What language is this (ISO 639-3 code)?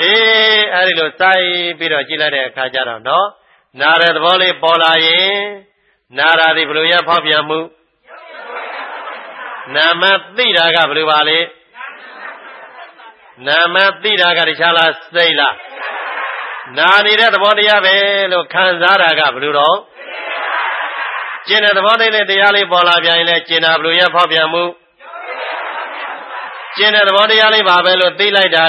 mya